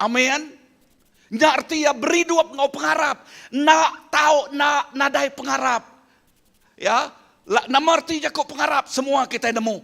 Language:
Iban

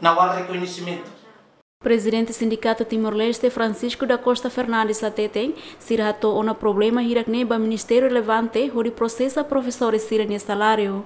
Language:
Tetum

